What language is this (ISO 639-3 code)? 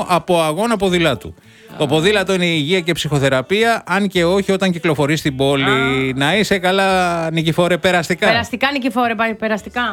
ell